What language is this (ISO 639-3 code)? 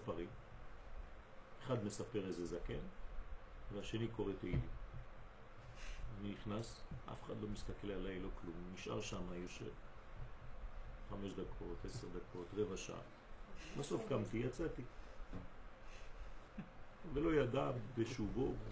heb